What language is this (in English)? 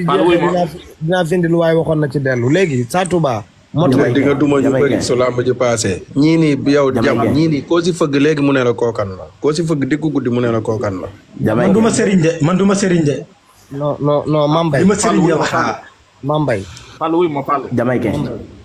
Wolof